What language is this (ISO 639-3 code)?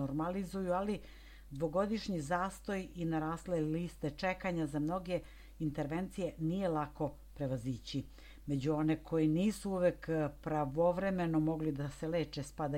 srp